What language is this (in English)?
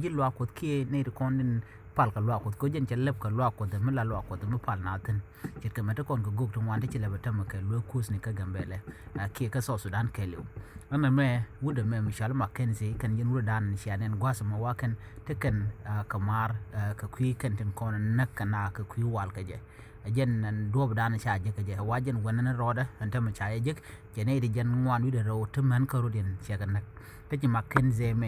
Nuer